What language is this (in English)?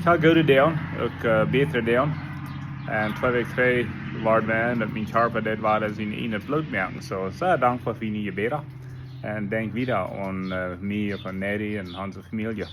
Plautdietsch